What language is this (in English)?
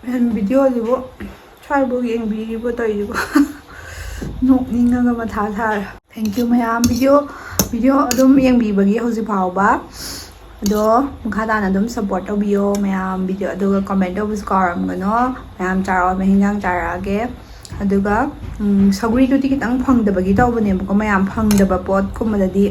Manipuri